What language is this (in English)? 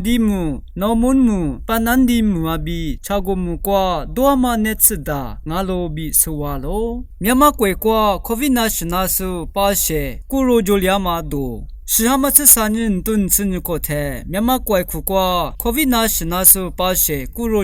Lisu